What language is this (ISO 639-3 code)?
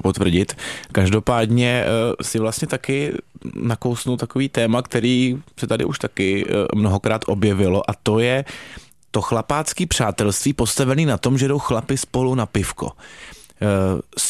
ces